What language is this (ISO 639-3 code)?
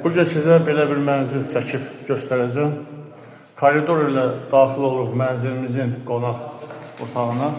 aze